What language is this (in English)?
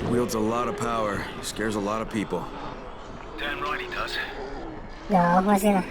Banjar